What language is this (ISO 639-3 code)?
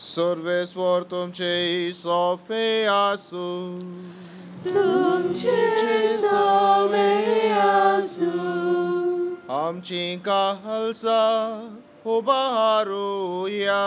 kok